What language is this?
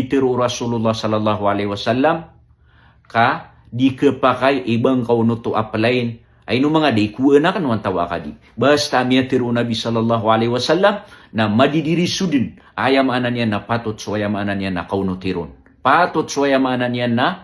Maranao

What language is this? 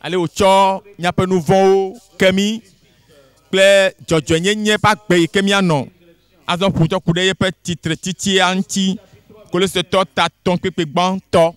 Ewe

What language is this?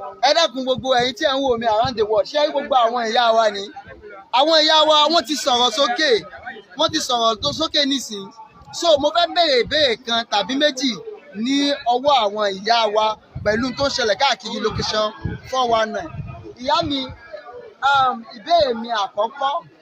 Yoruba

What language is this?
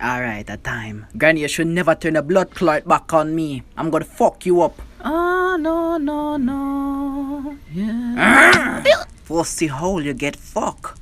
Jamaican Creole English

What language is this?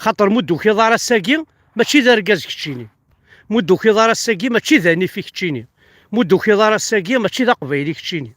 Kabyle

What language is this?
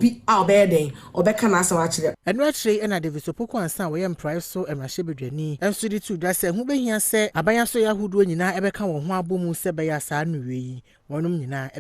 Akan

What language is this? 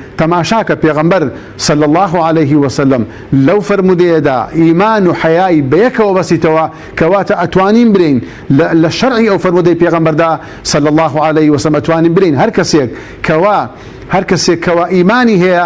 Central Kurdish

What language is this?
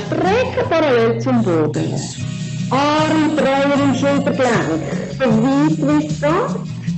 Swiss German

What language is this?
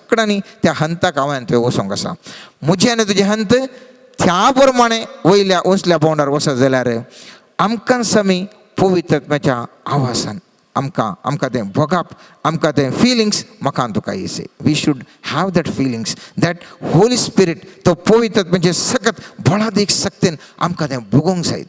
Konkani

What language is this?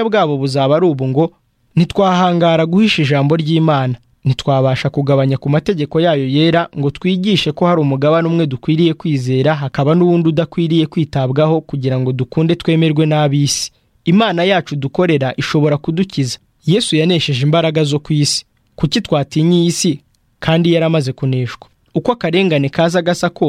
Kinyarwanda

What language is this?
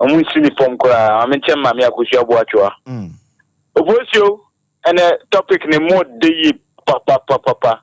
Akan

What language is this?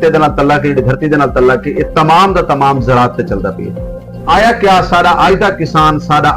Saraiki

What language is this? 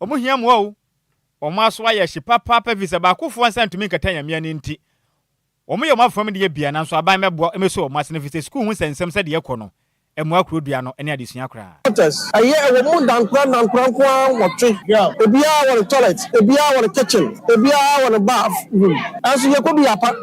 Akan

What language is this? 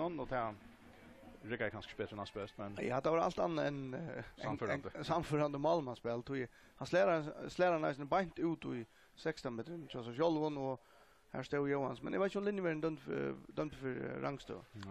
Faroese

